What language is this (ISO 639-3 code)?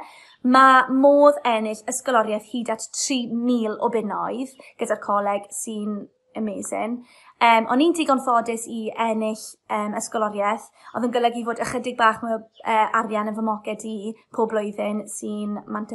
cym